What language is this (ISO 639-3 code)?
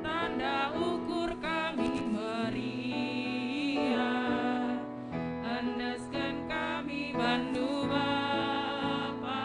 btx